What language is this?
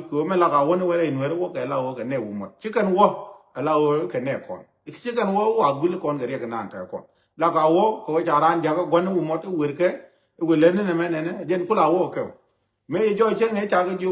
Nuer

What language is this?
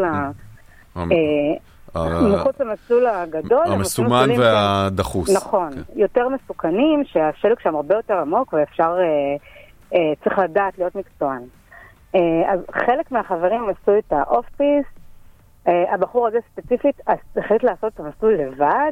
Hebrew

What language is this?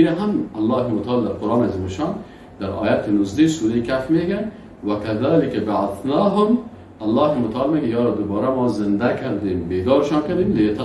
Persian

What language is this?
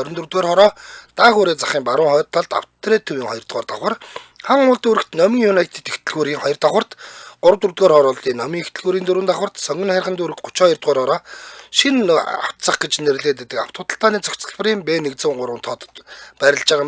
Mongolian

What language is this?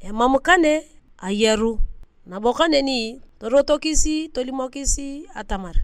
Turkana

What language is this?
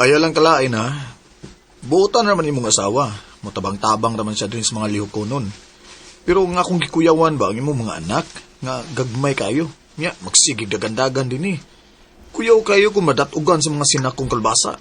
Cebuano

